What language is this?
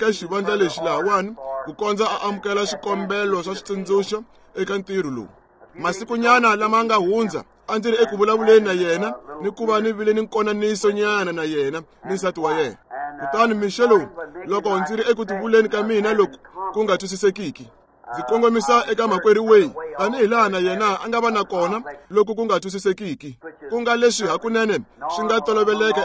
Tsonga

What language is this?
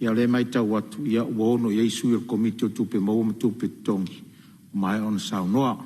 Samoan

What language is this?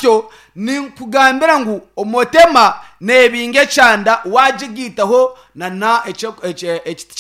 Nyankole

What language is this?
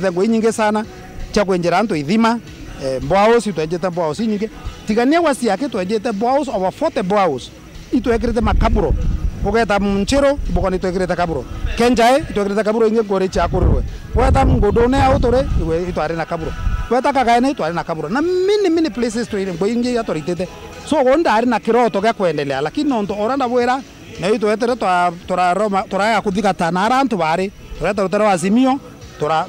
Meru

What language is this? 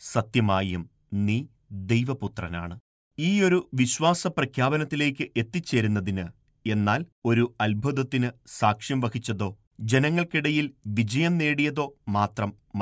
Malayalam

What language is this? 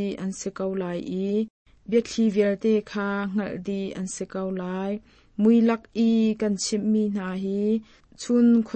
Hakha Chin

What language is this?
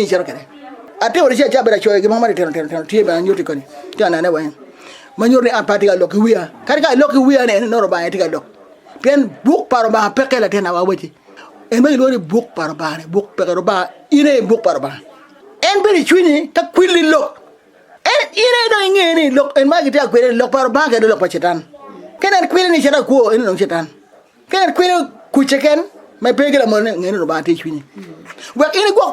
Acoli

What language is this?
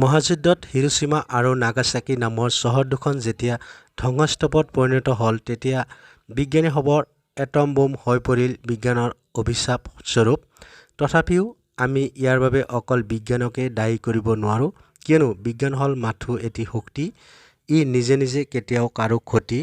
Assamese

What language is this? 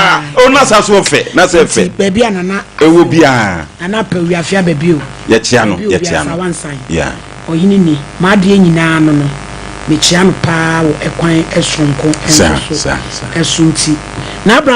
Akan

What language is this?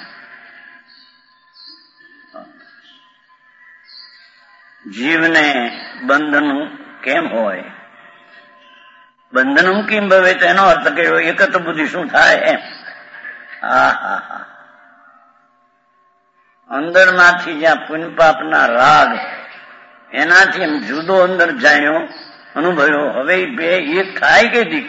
Gujarati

